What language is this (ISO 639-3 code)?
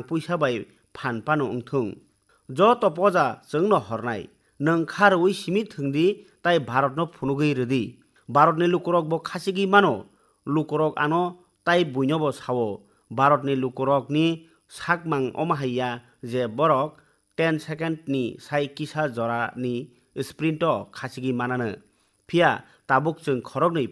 trp